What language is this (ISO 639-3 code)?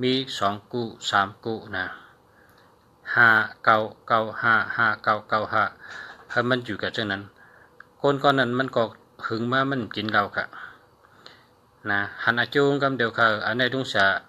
shn